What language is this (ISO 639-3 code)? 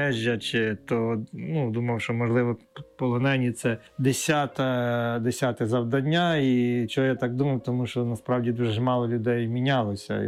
ukr